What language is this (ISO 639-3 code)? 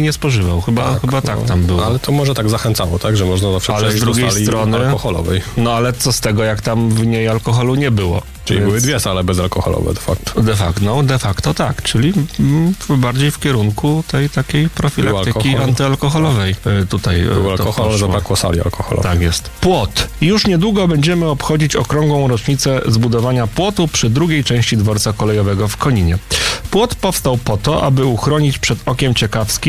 pol